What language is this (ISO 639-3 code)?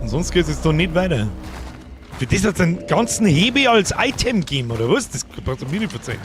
bar